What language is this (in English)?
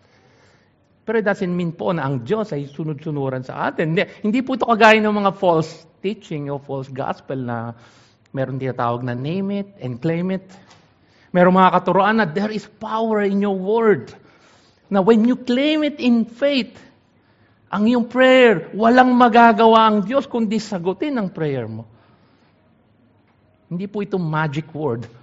Filipino